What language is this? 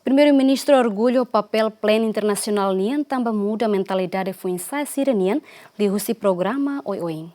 Tetum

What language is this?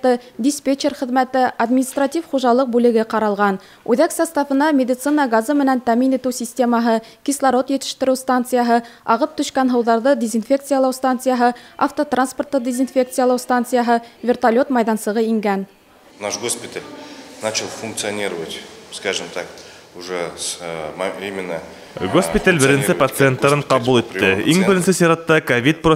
Bashkir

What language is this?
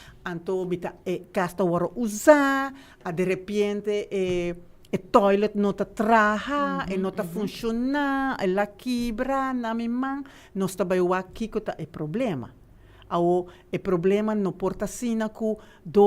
Papiamento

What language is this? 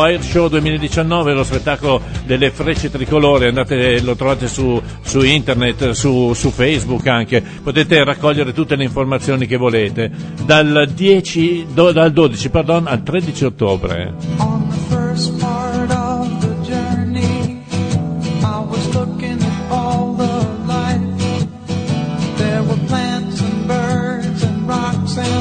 Italian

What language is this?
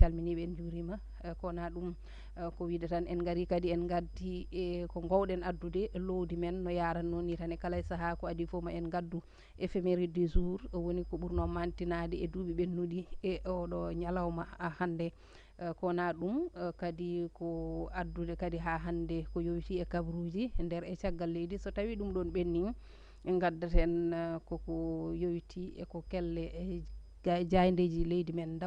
Fula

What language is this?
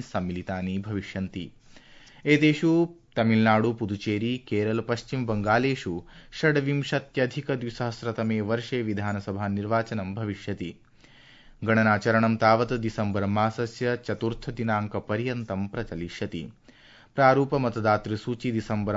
Sanskrit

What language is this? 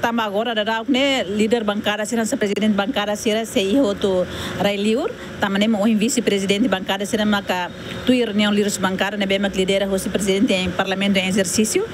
Tetum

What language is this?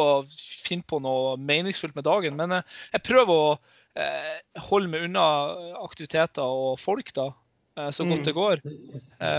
Norwegian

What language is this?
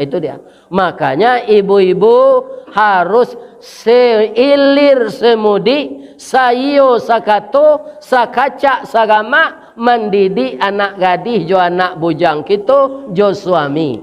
Minangkabau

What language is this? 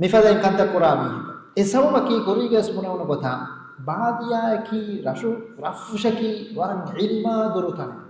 Divehi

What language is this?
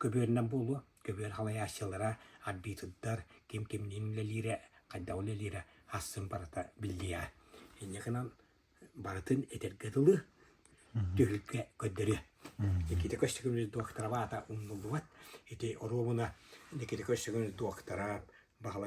Yakut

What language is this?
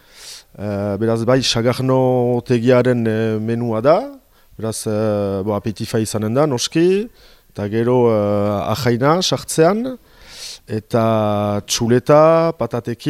Basque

